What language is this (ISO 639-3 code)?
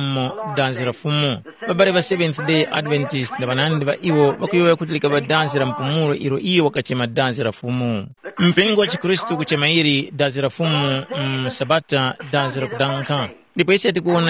tum